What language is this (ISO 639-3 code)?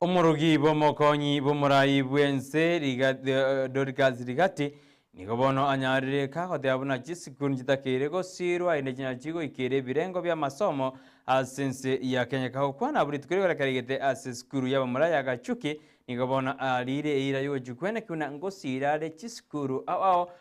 guz